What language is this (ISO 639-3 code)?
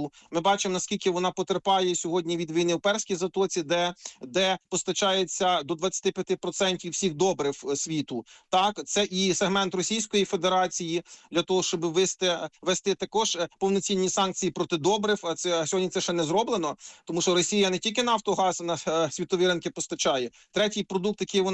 ukr